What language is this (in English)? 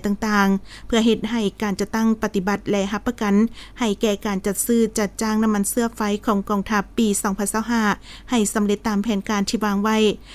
Lao